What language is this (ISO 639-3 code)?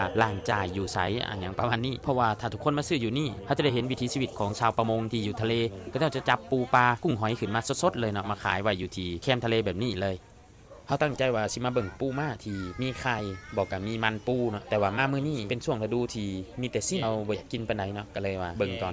lao